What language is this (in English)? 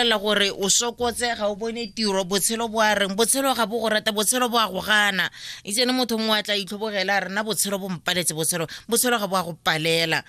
Tswana